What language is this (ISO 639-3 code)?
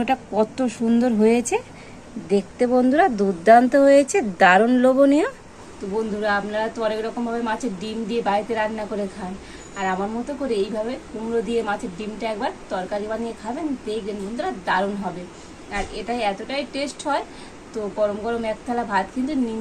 ben